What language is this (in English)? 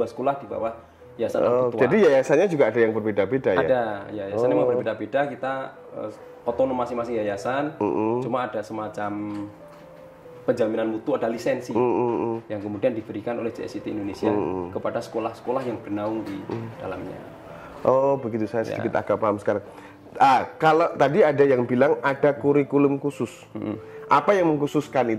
Indonesian